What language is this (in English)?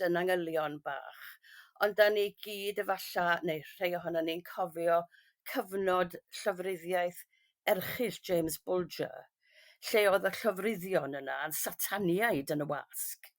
Welsh